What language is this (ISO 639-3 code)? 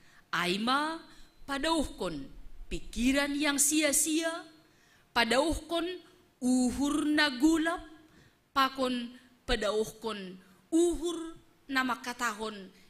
bts